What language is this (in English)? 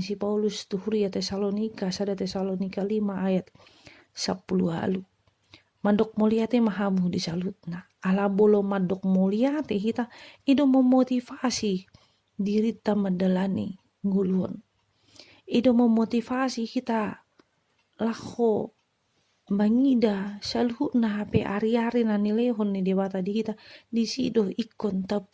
Batak Toba